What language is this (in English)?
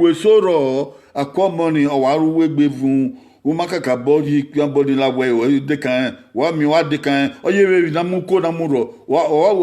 Bini